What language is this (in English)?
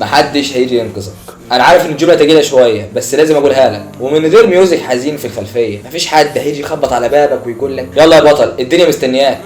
Egyptian Arabic